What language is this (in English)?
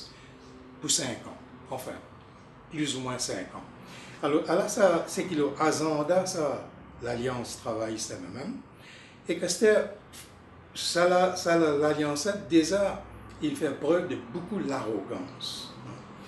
Morisyen